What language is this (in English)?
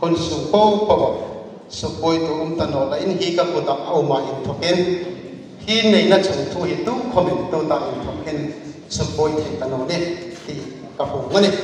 Hmar